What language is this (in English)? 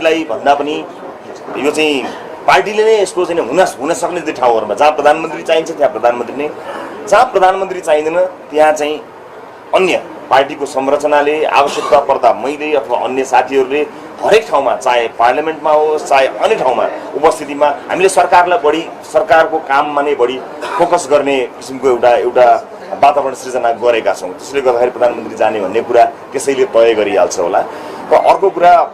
Nepali